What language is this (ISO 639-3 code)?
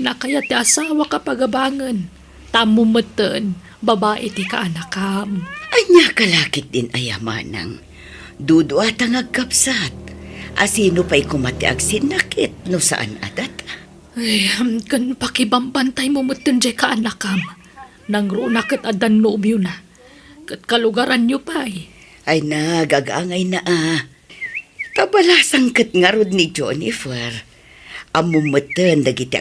ilo